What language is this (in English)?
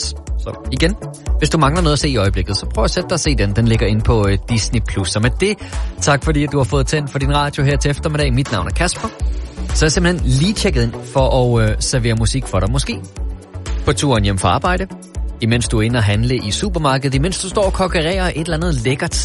Danish